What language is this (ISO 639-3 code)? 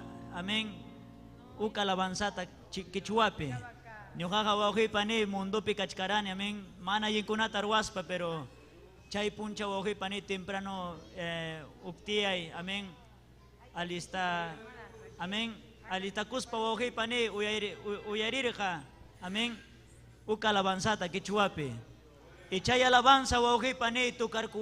quy